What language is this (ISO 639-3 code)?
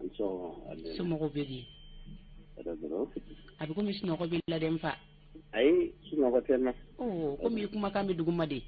bam